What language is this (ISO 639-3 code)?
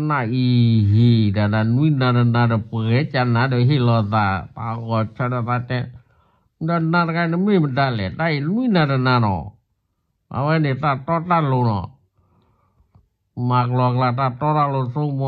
ksw